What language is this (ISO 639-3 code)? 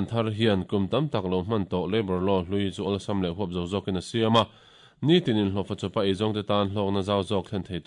lus